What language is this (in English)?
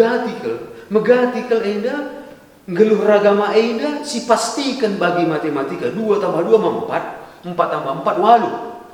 Batak Karo